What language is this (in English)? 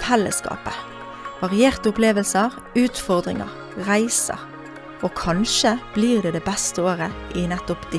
Norwegian